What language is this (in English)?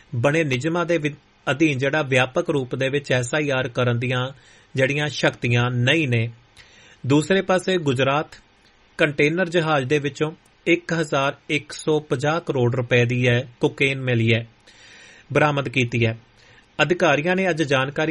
Punjabi